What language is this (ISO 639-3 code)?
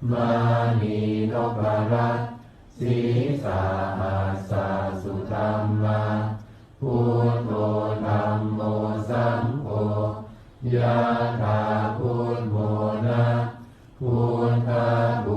pli